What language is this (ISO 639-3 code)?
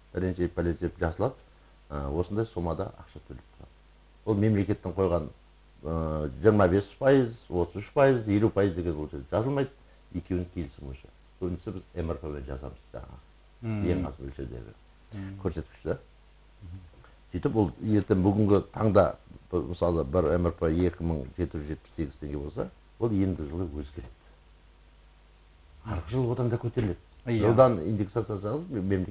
kaz